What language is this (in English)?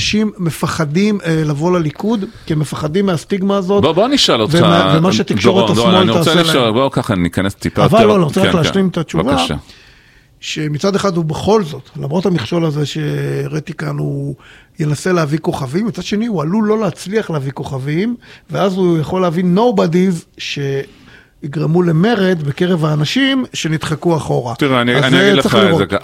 Hebrew